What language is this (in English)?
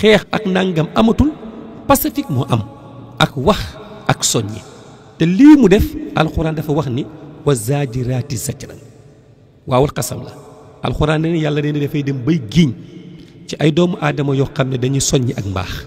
Wolof